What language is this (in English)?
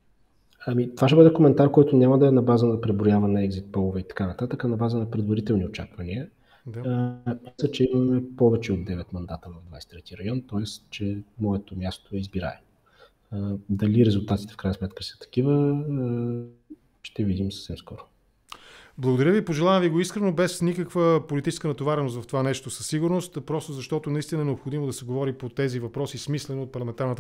Bulgarian